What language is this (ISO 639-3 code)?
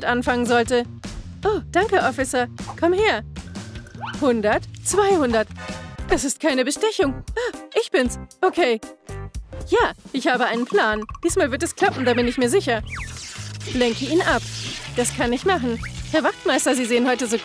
deu